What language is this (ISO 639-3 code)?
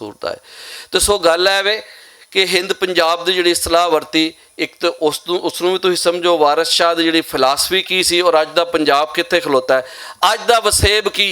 lah